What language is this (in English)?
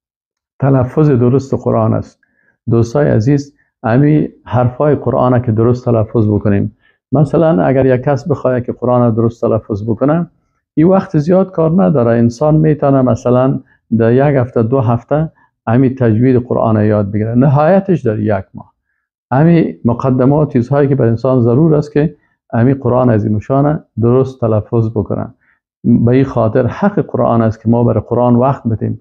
Persian